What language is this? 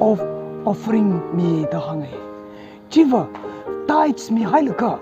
Tangkhul Naga (India)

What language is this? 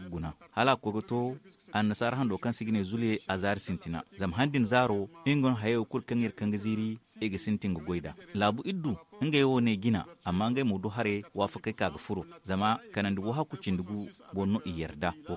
Zarma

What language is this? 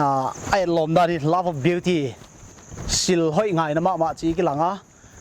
Paite Chin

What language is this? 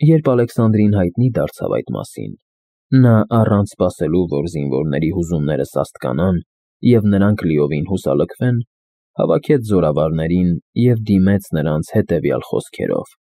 Armenian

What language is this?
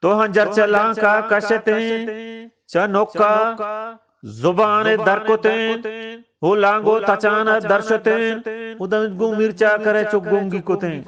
Eastern Balochi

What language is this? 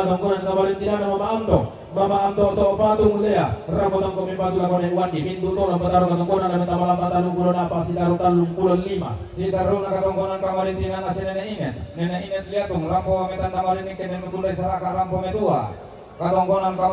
Toraja-Sa'dan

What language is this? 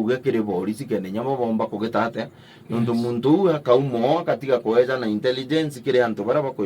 Meru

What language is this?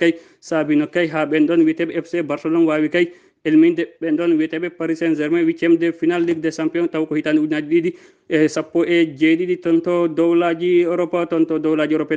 Fula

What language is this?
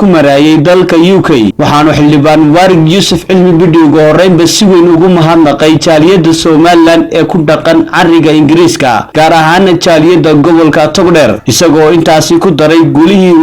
Somali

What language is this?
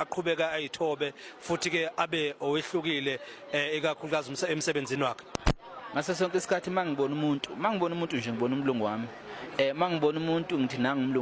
Zulu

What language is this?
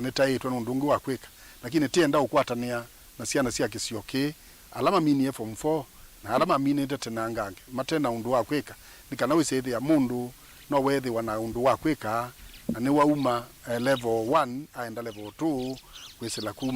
Kamba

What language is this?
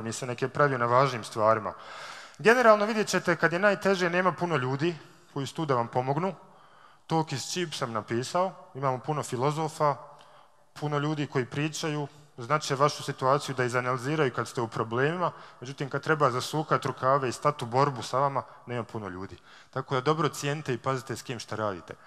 Bosnian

